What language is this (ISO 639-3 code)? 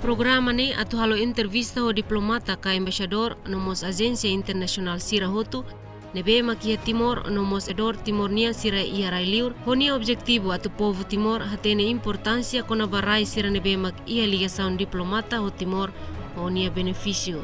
tet